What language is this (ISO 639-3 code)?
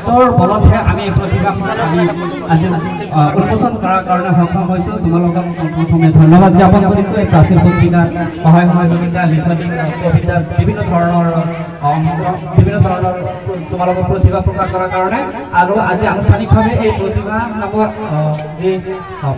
asm